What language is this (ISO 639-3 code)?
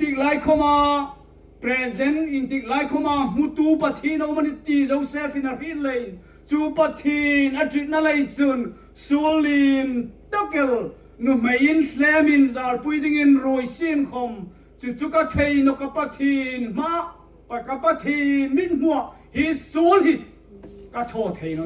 hmr